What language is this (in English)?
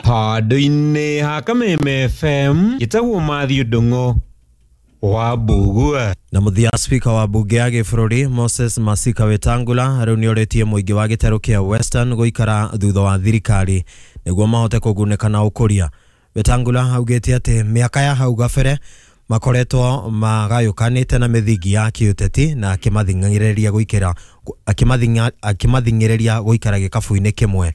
Kikuyu